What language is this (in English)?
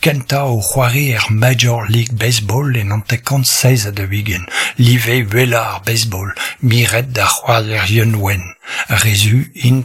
Breton